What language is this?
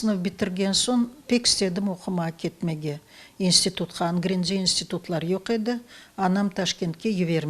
Crimean Tatar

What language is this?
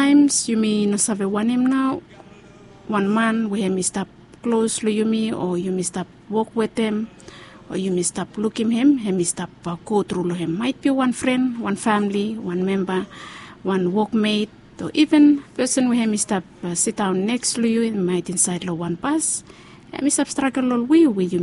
Bislama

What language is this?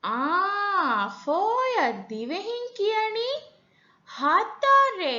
Divehi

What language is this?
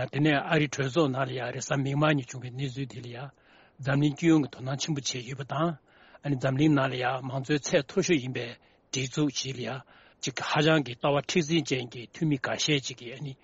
Tibetan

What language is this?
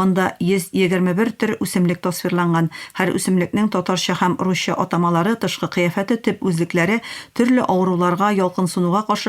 Tatar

